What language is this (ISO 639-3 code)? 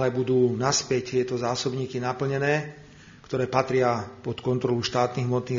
slk